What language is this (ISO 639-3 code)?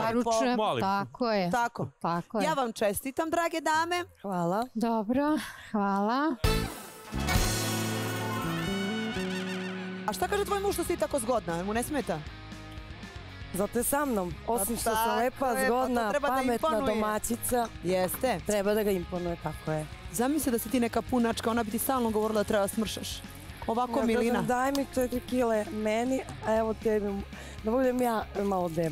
srp